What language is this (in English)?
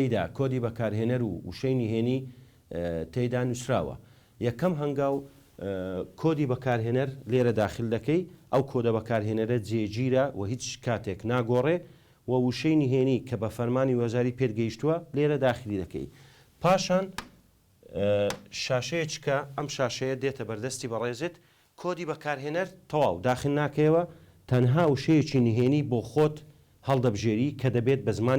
Central Kurdish